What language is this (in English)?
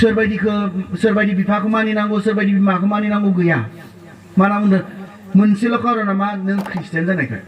Bodo